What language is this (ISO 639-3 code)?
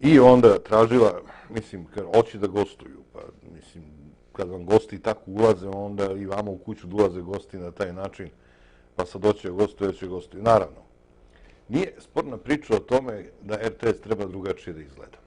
srp